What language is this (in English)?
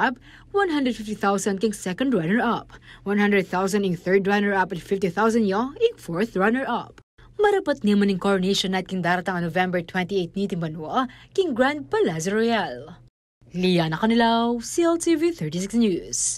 Pampanga